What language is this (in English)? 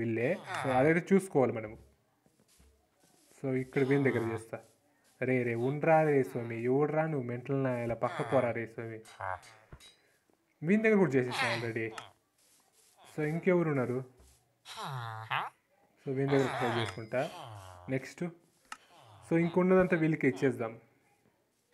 Telugu